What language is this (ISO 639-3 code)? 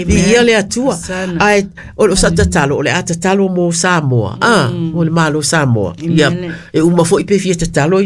smo